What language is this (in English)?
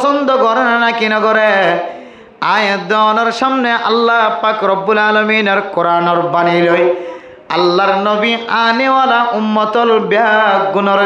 Rohingya